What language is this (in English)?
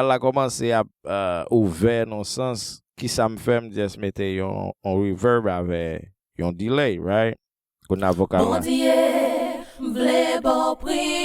Haitian Creole